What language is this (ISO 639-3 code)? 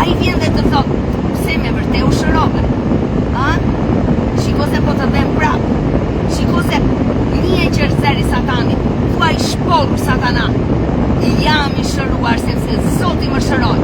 sqi